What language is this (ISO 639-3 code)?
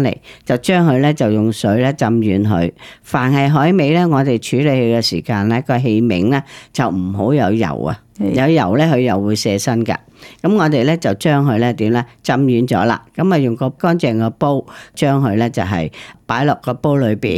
yue